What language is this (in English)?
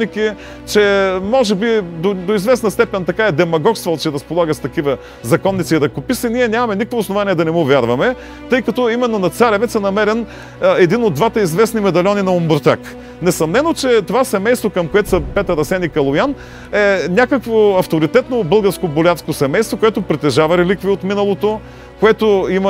Bulgarian